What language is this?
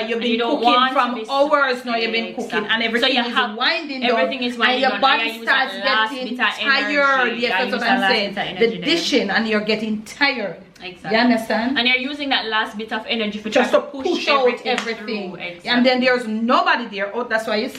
Jamaican Creole English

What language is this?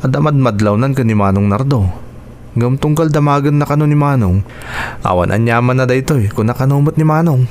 Iloko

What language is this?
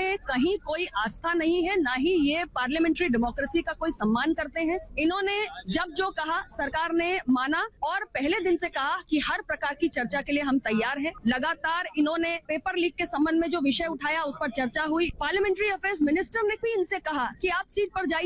Hindi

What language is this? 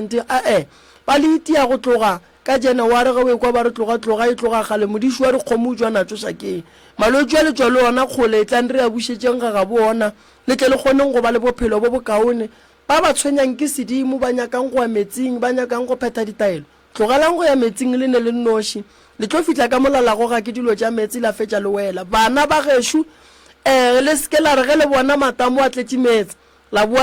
Northern Sotho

